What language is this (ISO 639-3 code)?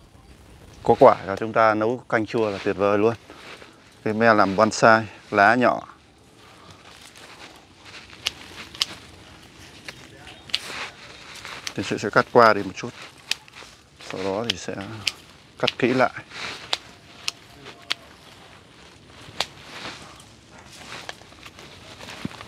vie